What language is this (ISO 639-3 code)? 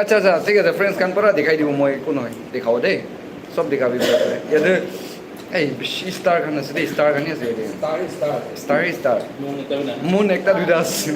nag